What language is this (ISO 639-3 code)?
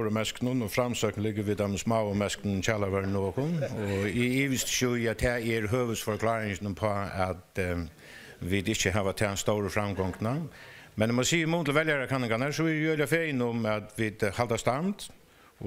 fao